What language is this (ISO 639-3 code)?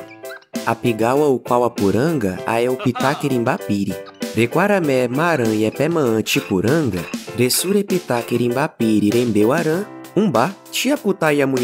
yrl